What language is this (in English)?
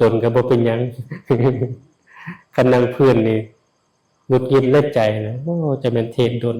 Lao